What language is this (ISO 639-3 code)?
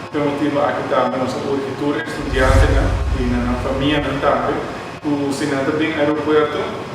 pap